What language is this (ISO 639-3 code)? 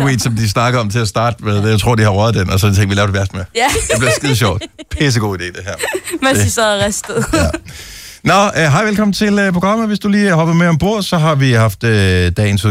dan